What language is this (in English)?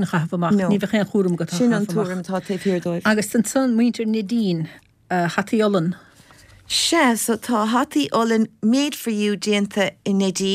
Irish